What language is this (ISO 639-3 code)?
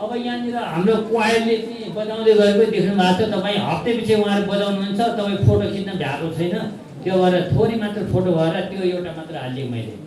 nep